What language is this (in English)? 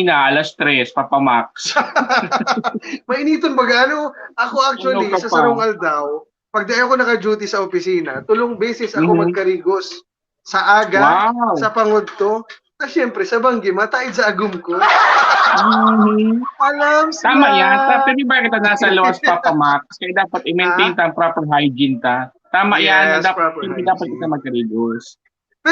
Bikol